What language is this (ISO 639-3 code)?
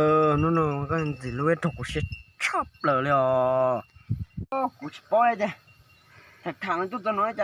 hmn